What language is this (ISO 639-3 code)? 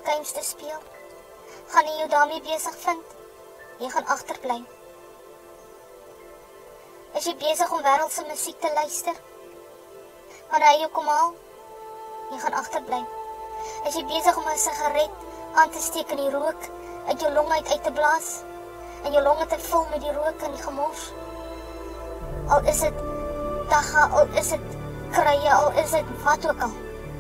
afr